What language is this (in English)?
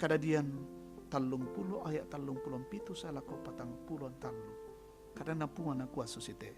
Toraja-Sa'dan